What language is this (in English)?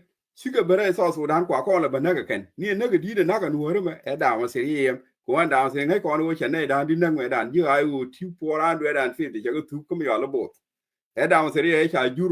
Nuer